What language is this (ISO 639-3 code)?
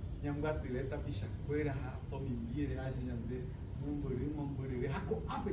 grn